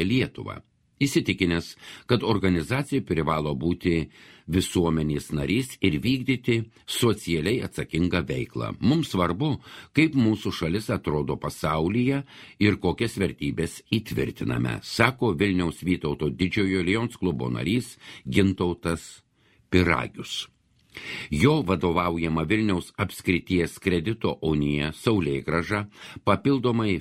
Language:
Lithuanian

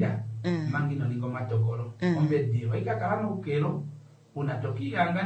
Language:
Kuanyama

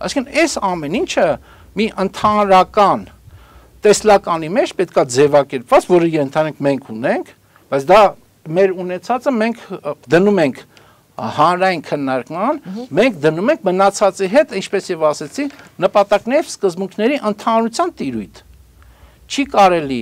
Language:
Armenian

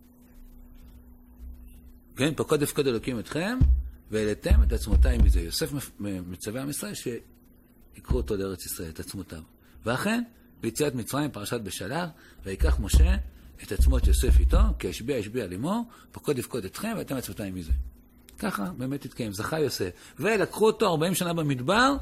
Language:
Hebrew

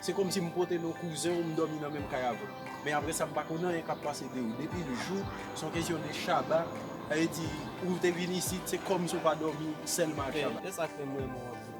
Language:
Haitian Creole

